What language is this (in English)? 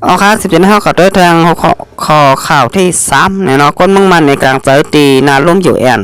Shan